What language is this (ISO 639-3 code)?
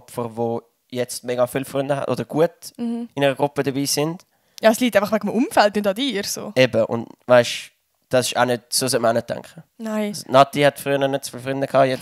gsw